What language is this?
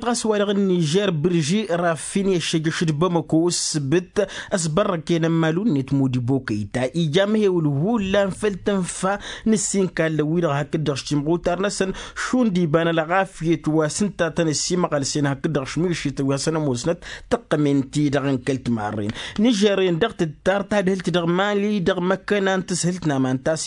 Tamasheq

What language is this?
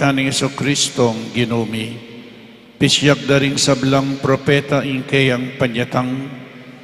Pampanga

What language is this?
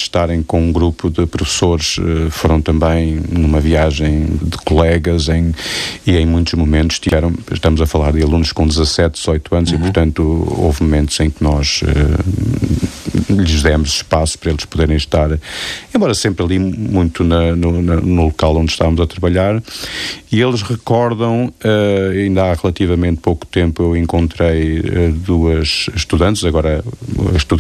Portuguese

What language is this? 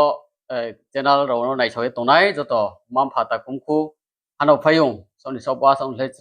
Riang (India)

